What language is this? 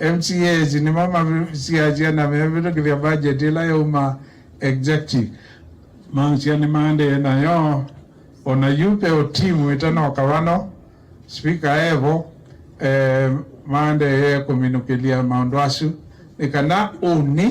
Kamba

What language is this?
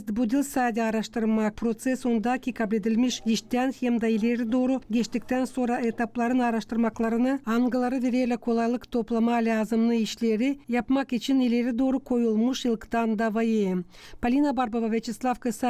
Gagauz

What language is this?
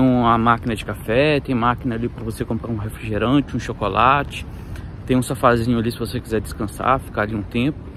Portuguese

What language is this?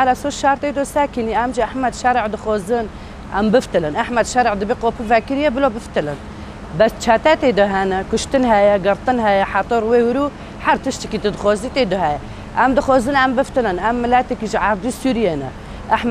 Kurdish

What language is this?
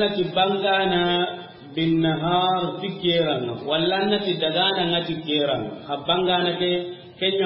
Soninke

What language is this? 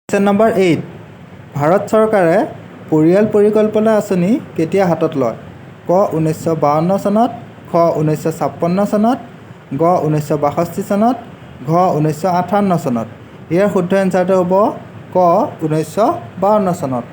Assamese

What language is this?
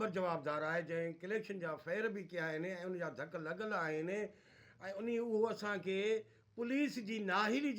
Sindhi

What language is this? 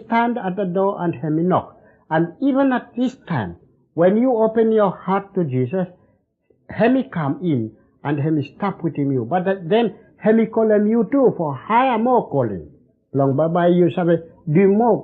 Bislama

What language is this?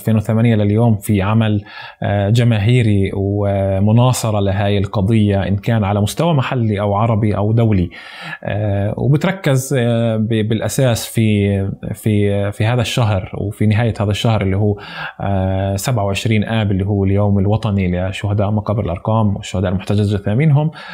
North Levantine Arabic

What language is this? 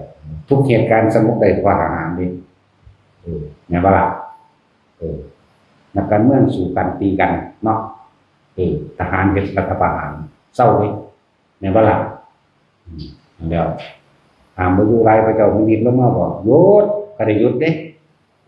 Northeastern Thai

